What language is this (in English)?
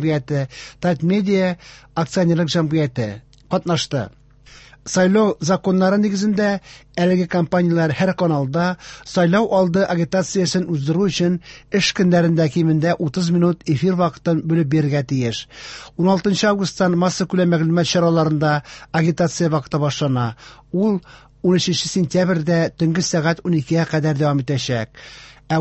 Tatar